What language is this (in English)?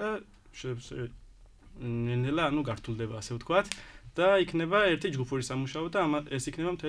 Georgian